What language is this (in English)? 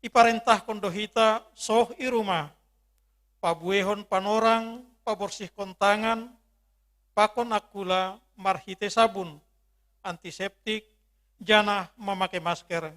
Batak Simalungun